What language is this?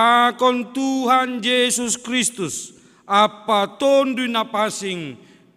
Batak Simalungun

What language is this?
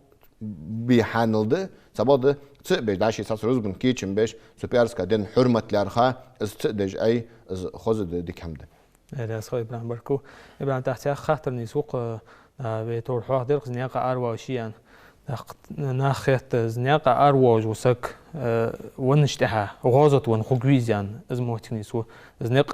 Ingush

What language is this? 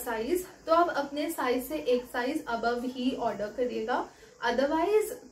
Hindi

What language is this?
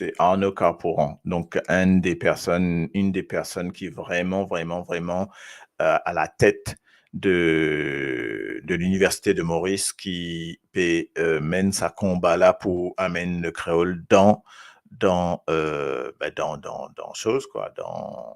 Morisyen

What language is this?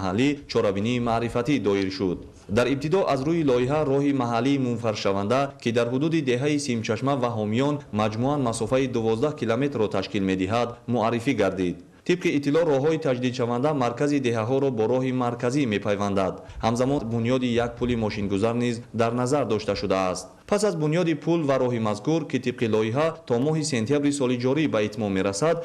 Tajik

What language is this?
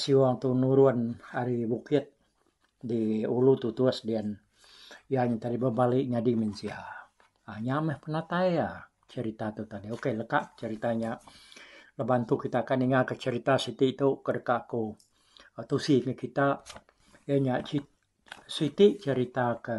Iban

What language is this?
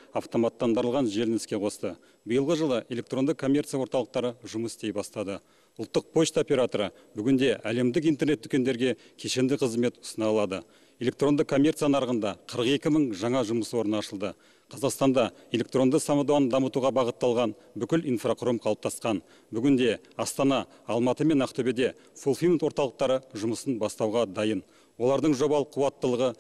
Kazakh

